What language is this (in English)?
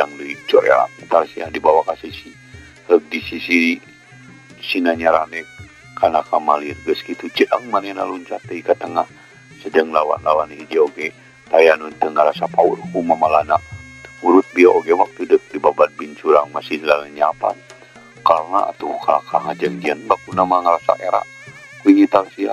Sundanese